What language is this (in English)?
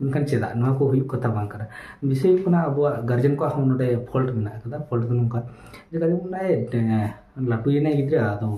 Santali